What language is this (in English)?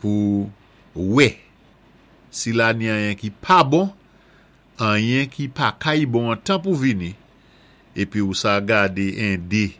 Saint Lucian Creole French